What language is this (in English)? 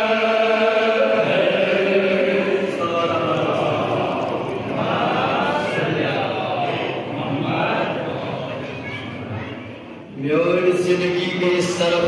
Kashmiri